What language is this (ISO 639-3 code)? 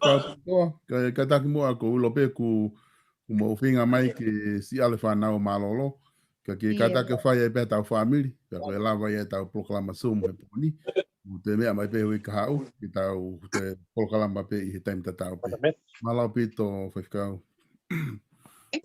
ton